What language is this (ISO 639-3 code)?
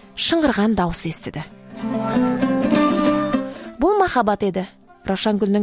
kaz